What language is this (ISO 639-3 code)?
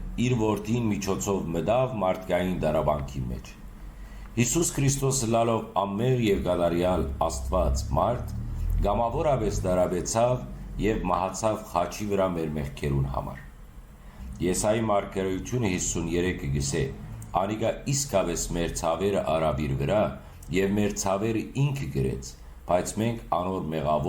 hyw